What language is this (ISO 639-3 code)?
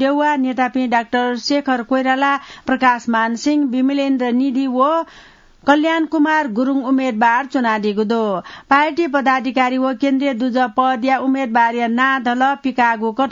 new